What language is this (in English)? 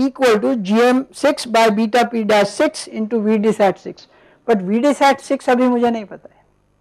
English